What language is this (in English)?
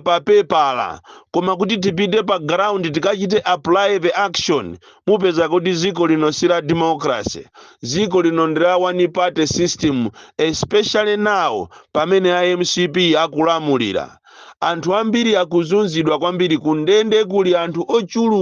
Nyanja